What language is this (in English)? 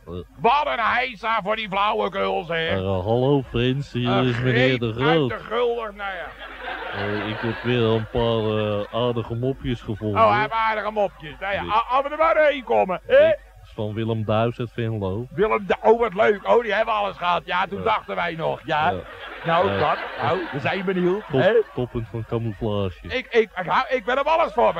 Dutch